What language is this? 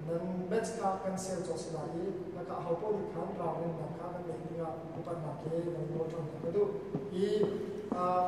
Hakha Chin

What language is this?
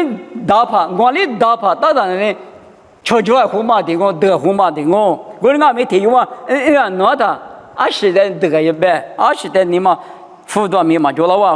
Lisu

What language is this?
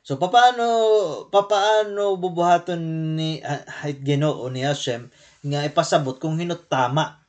Waray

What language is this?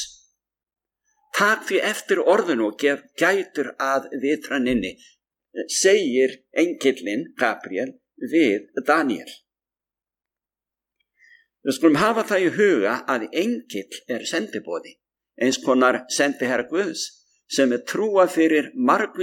Icelandic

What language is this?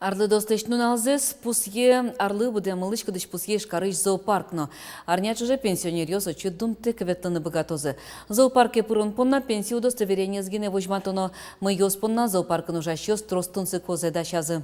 Udmurt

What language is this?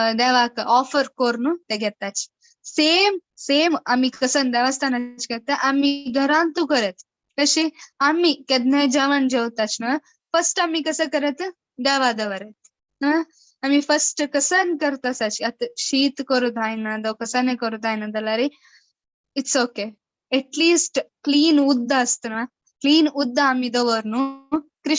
Konkani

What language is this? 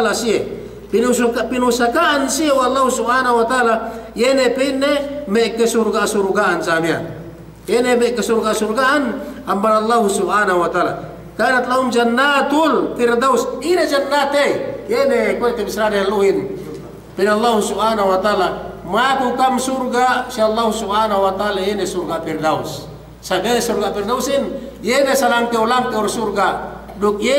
Yakan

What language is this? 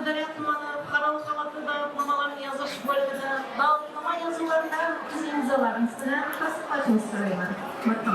Kara-Kalpak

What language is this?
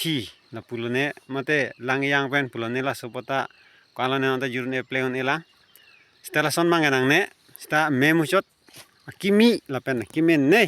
Karbi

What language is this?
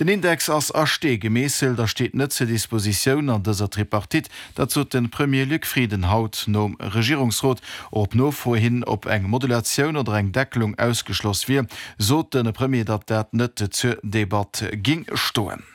Luxembourgish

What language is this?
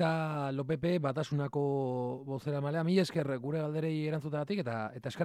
Basque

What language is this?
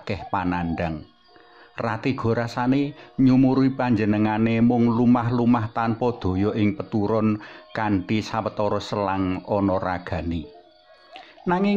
Javanese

